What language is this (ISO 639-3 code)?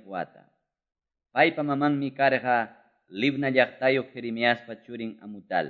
que